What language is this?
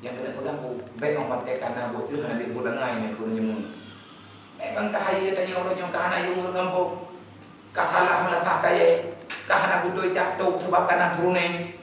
Achinese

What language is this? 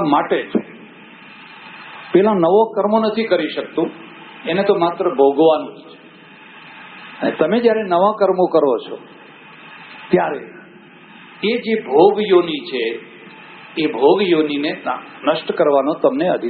Gujarati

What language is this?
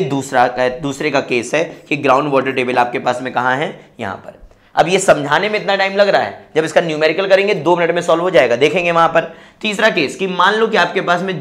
Hindi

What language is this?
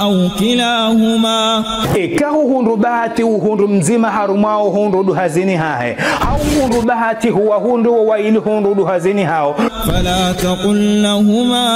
Ngazidja Comorian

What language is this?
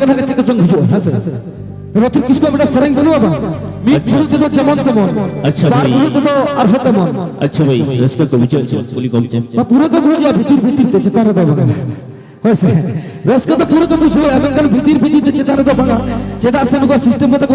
Santali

